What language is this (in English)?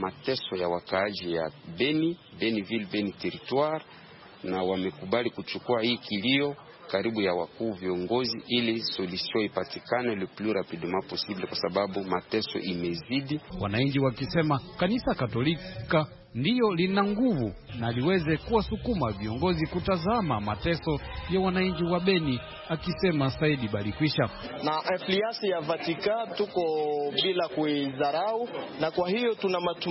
Swahili